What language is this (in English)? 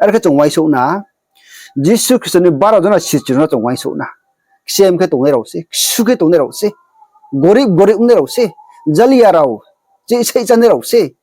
Riang (India)